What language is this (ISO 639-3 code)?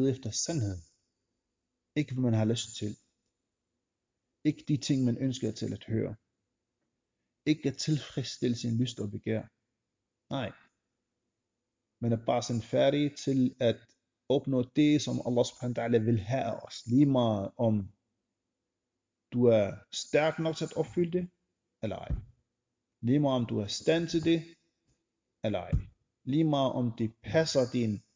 dan